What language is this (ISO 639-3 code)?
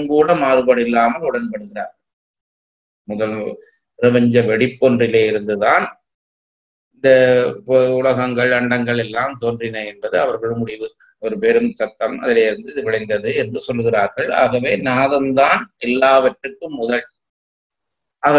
tam